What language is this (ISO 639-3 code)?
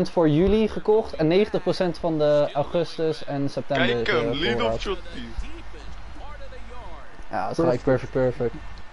nld